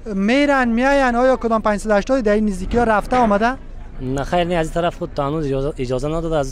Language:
Persian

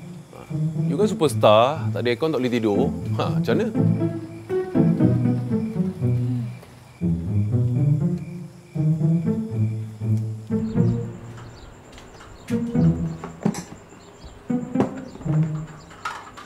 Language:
Malay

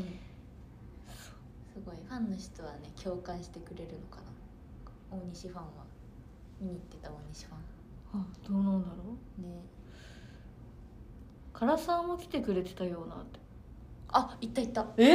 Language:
Japanese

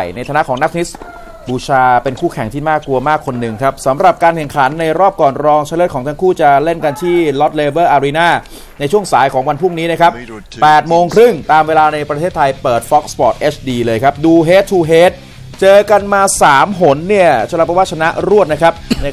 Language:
Thai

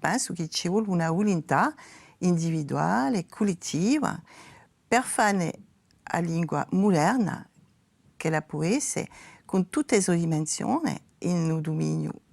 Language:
Corsican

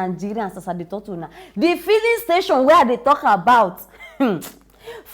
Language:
Nigerian Pidgin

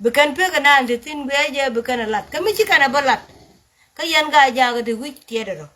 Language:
Nuer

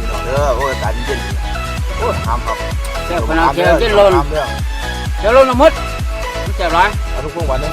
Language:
Northeastern Thai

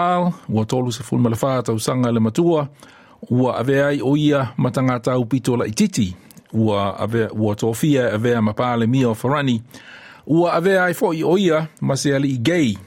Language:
Samoan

